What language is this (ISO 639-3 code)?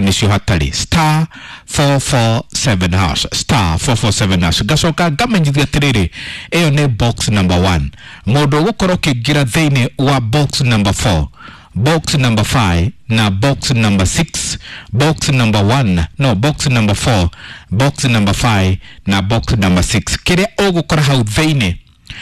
kik